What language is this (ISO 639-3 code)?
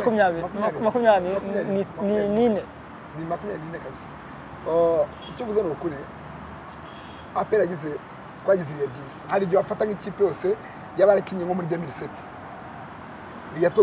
kin